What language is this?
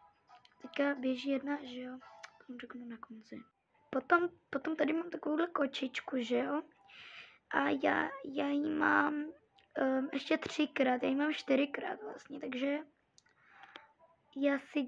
Czech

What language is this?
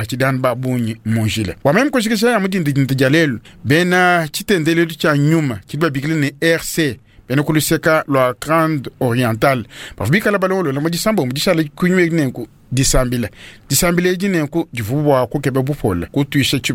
Luba-Lulua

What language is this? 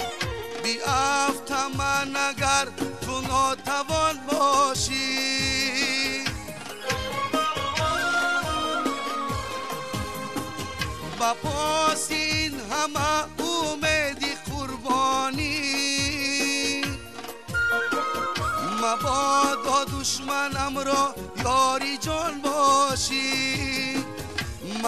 Persian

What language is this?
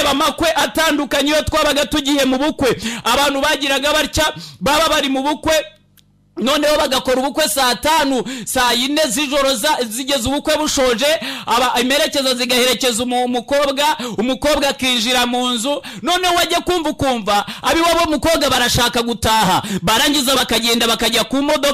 Kinyarwanda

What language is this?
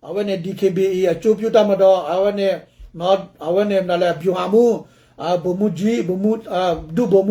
S'gaw Karen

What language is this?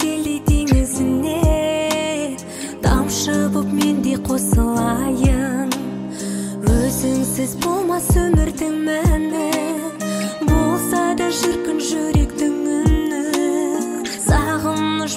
Kazakh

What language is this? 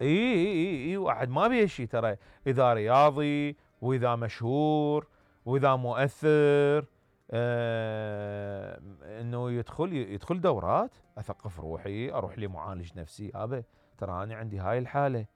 Mesopotamian Arabic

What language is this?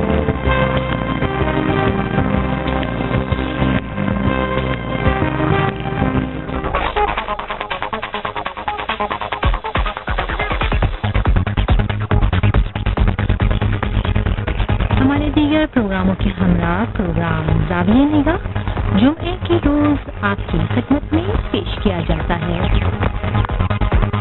Urdu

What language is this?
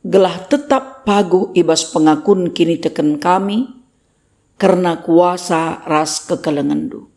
Batak Karo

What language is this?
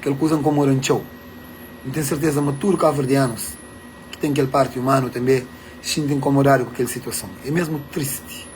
Kabuverdianu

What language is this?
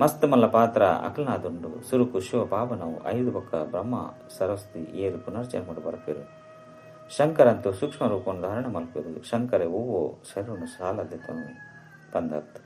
Tulu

